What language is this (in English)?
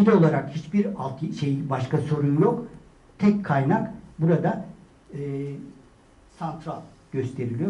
Turkish